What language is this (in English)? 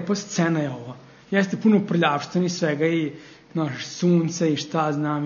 Serbian